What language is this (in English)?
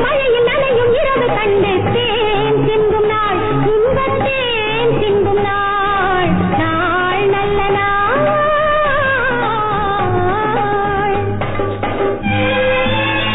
Tamil